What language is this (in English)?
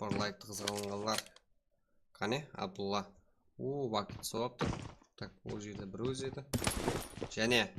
Kara-Kalpak